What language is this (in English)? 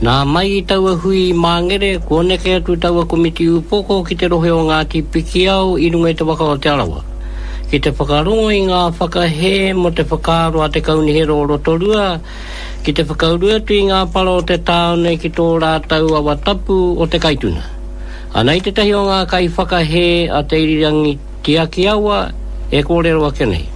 Māori